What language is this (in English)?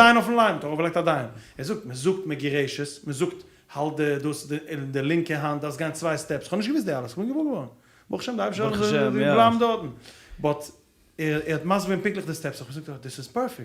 Yiddish